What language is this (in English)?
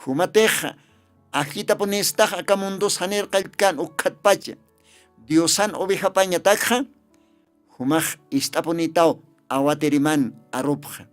Aymara